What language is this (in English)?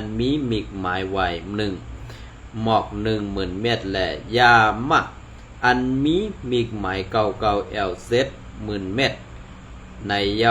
Shan